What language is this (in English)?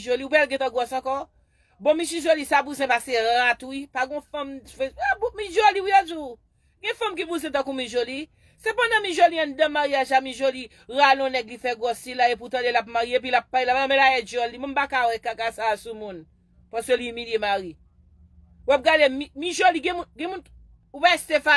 Haitian Creole